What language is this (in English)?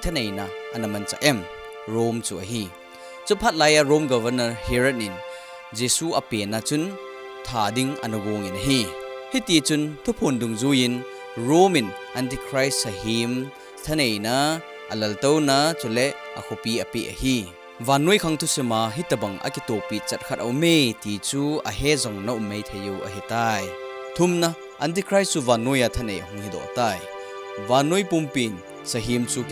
Thado Chin